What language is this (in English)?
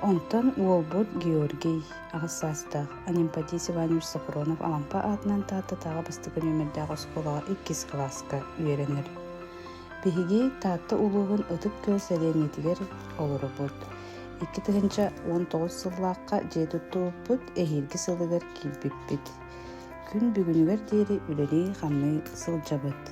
Yakut